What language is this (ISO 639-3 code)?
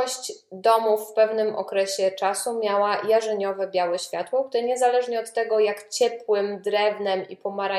pol